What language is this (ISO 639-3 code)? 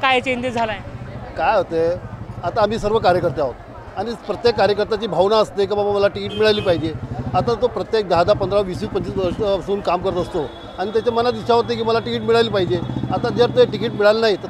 mar